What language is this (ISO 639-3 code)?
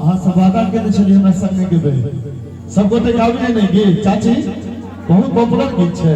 mai